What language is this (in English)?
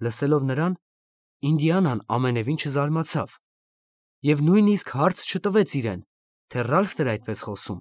Armenian